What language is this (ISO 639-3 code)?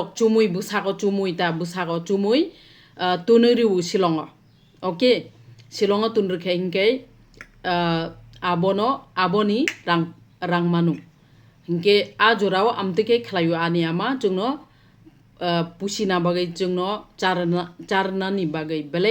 trp